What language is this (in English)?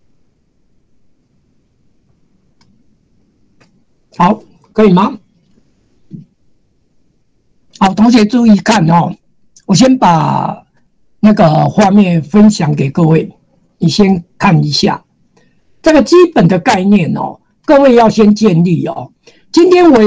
Chinese